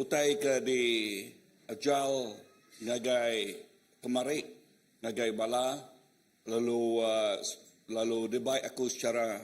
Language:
Iban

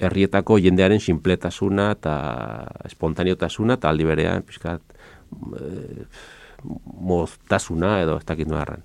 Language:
Basque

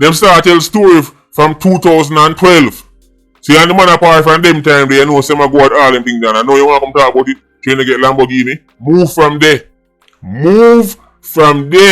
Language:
Jamaican Creole English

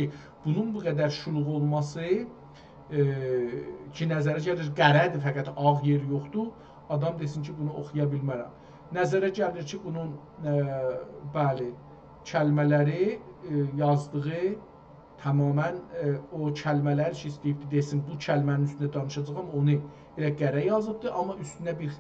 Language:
South Azerbaijani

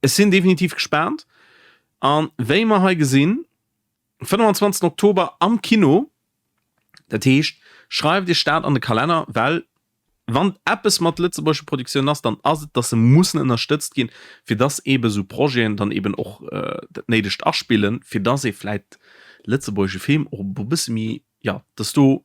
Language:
Luxembourgish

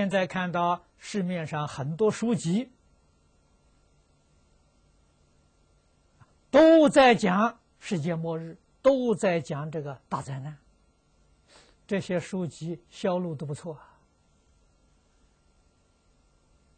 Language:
Chinese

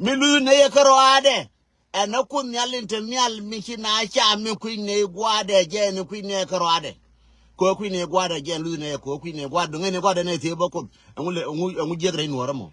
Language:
Nuer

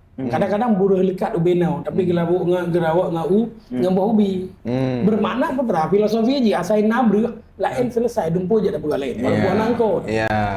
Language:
Achinese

